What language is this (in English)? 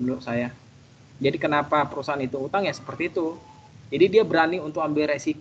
Indonesian